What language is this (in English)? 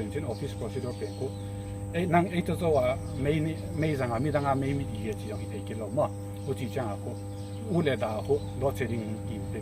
Paite Chin